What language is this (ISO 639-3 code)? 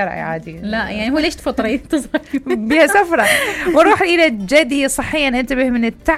acm